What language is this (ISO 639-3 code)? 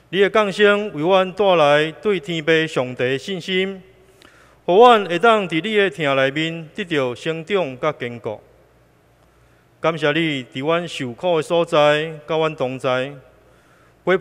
nan